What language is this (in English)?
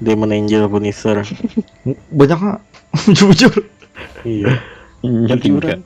Banjar